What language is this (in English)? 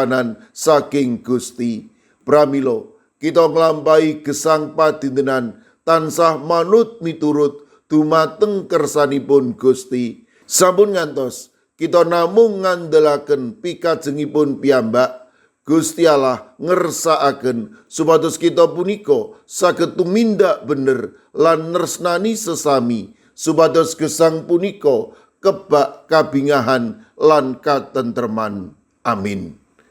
Javanese